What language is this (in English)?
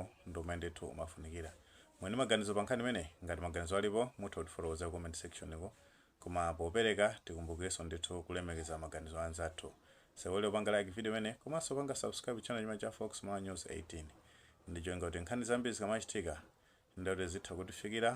Nyanja